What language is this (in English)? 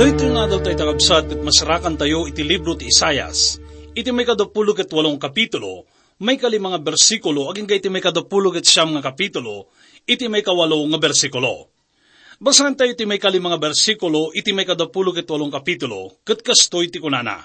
Iloko